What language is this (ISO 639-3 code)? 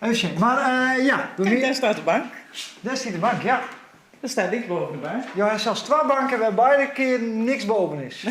fry